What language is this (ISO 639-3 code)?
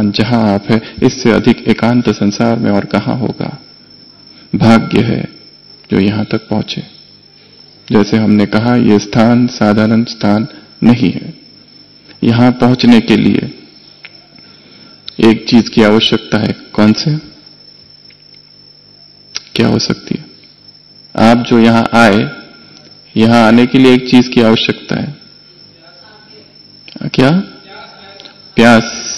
hin